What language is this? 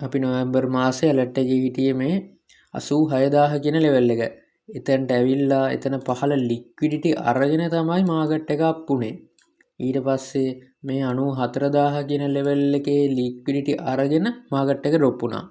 Sinhala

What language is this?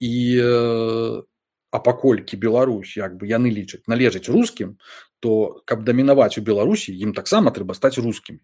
Belarusian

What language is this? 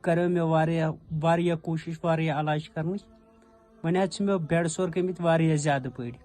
Kashmiri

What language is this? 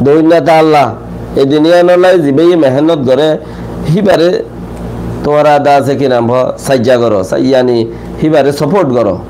Rohingya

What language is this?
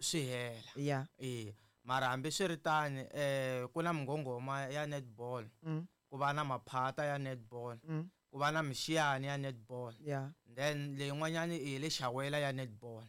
Tsonga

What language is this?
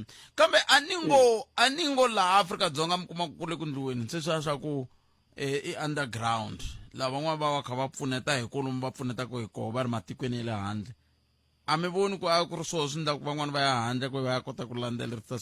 Tsonga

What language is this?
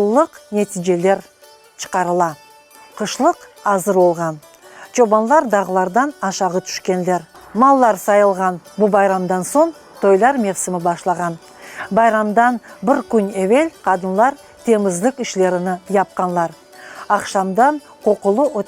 Crimean Tatar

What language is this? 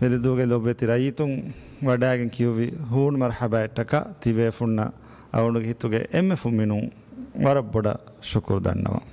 Divehi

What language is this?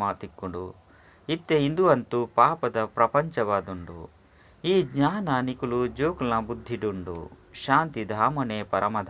Tulu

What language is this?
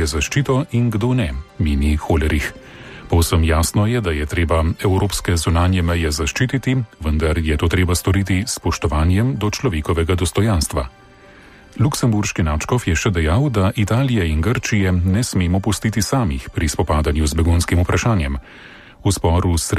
Slovenian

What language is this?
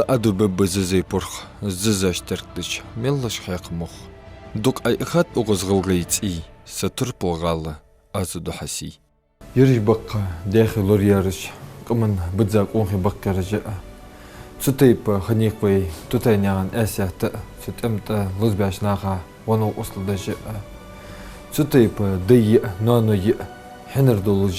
Ingush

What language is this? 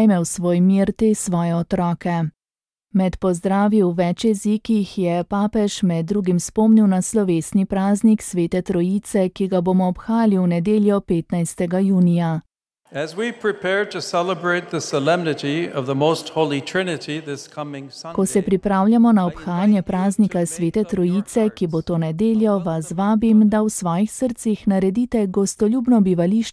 Slovenian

